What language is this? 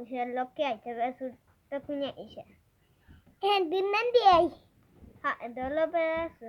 Guarani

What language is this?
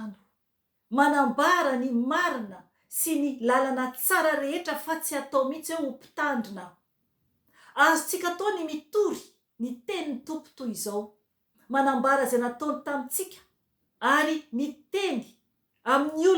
Malagasy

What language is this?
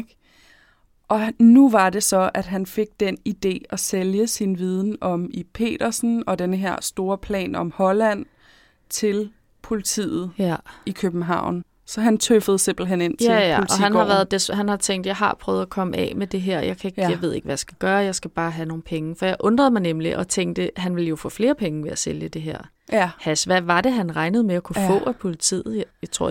Danish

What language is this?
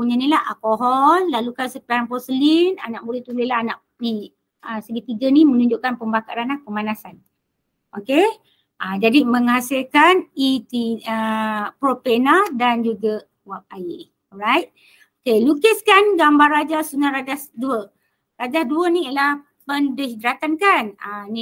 Malay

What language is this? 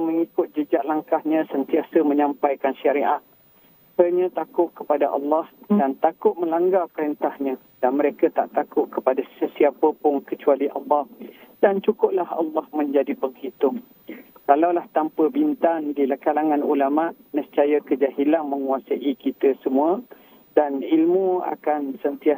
Malay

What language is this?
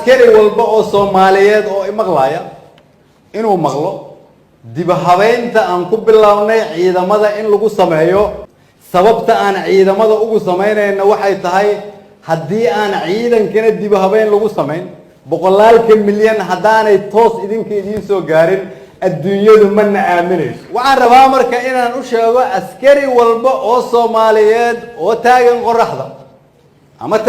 Somali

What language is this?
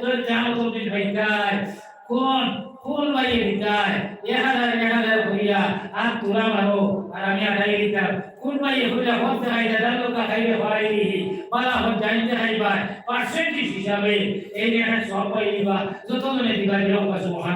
Sylheti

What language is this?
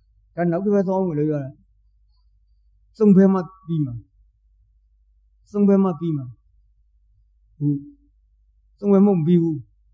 Burmese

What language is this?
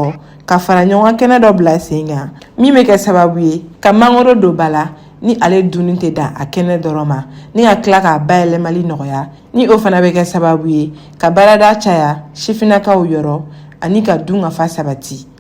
Bambara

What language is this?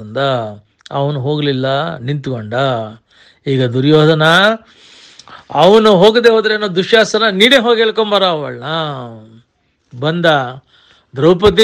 Kannada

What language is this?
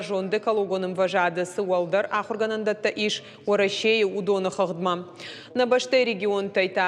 Ossetic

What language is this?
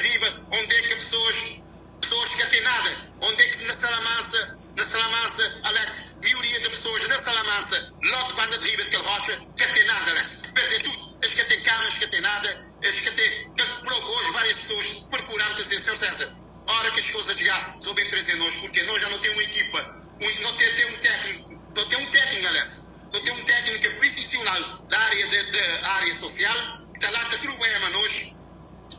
Kabuverdianu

